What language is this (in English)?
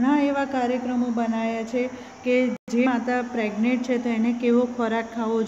Gujarati